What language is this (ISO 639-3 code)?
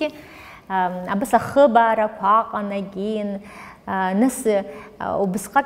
abk